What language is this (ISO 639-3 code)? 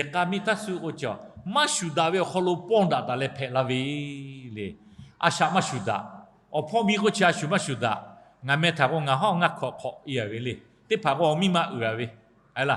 lhu